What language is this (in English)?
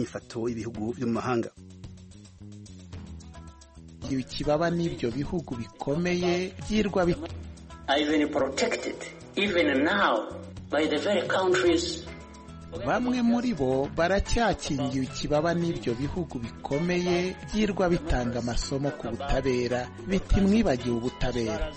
Kinyarwanda